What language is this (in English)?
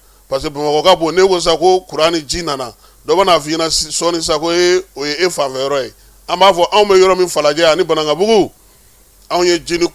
Bambara